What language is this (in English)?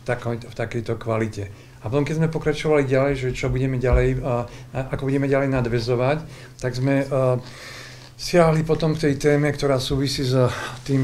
Slovak